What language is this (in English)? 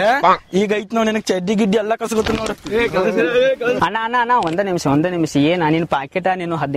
Kannada